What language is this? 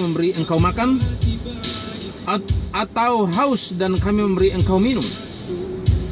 Indonesian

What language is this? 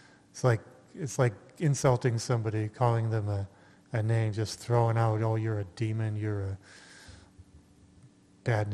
English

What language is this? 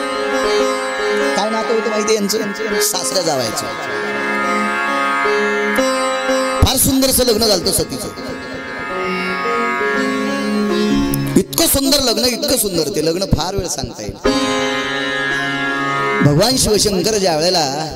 Marathi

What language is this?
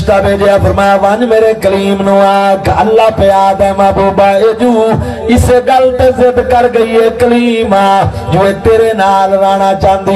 Saraiki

